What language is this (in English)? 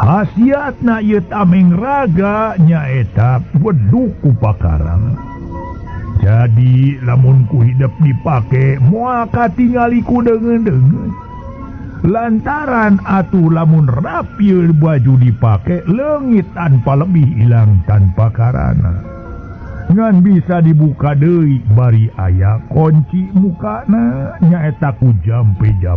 Sundanese